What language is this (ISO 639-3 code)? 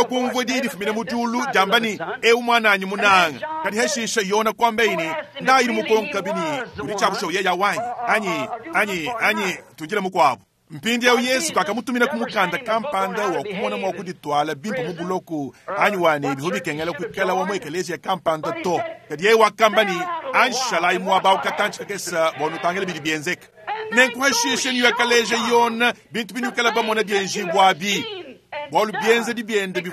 lua